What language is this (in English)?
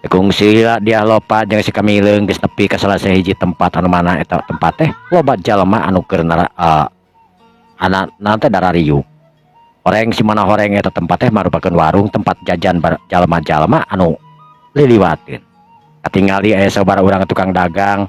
Sundanese